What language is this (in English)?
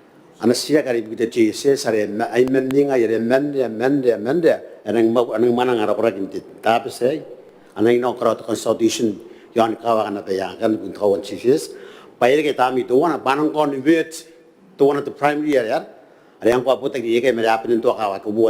Gilbertese